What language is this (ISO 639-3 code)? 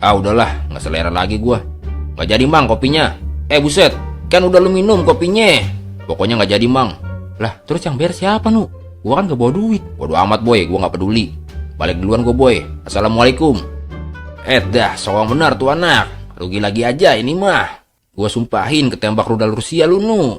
bew